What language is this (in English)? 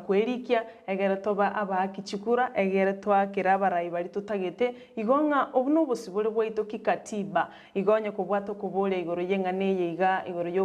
Gusii